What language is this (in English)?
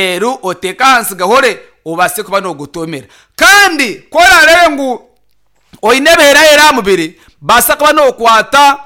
Nyankole